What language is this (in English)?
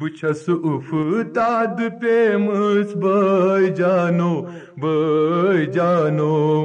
Kashmiri